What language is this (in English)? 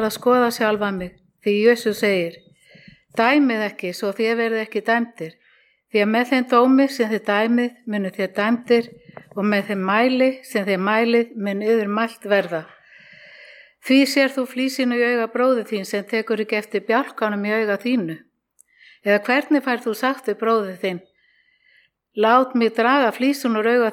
Icelandic